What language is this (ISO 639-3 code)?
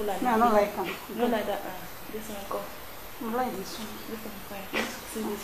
pcm